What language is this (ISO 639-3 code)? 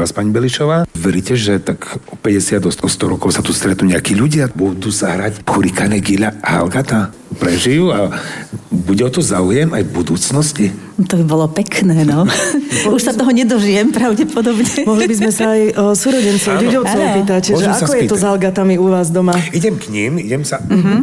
slk